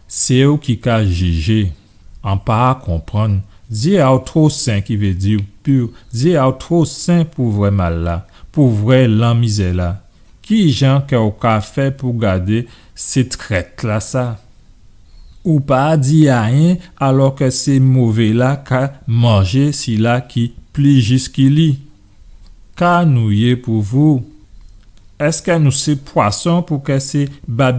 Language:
Guadeloupean Creole French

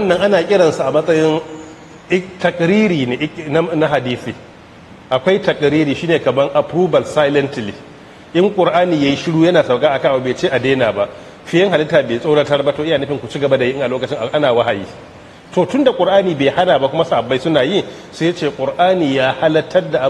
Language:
Hausa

